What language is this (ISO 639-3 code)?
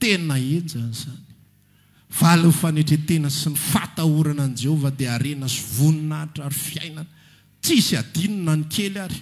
mlg